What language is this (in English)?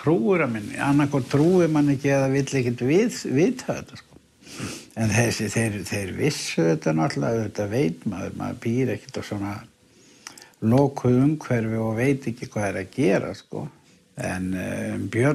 Icelandic